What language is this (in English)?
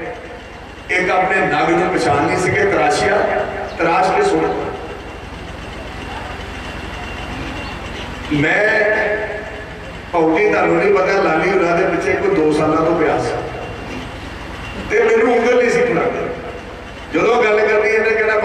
Punjabi